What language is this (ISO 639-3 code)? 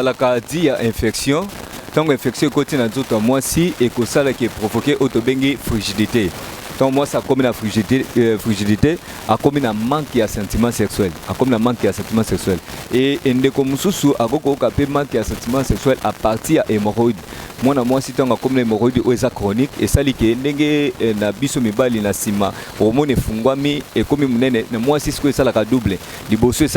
lin